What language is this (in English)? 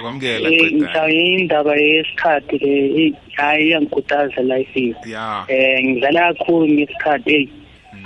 South Ndebele